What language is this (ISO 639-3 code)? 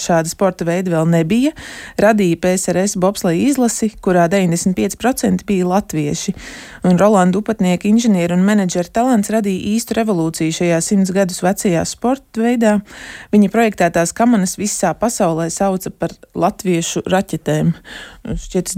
lav